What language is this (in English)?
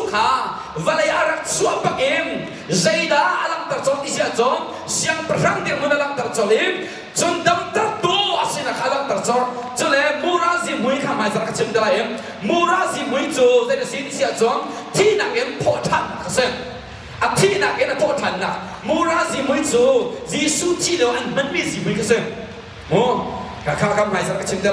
Hakha Chin